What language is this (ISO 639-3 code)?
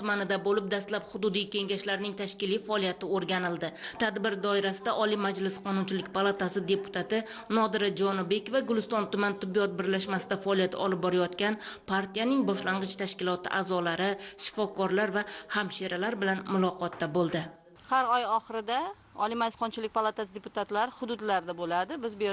uzb